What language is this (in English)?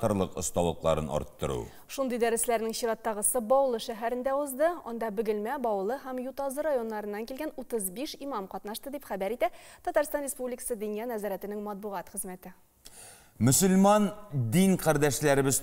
Tatar